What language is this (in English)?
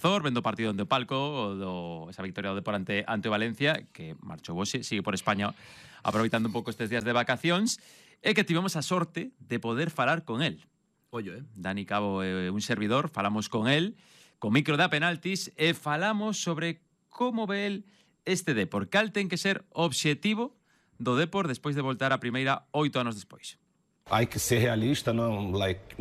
Galician